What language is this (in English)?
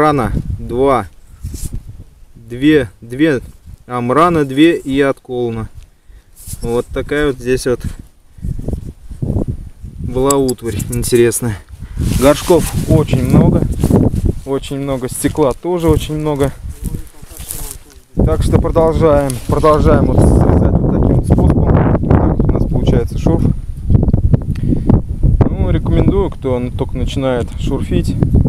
Russian